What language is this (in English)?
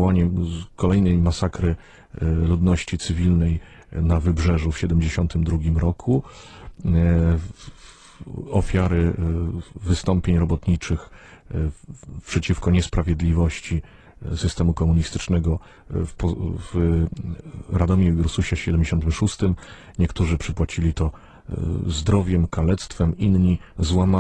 Polish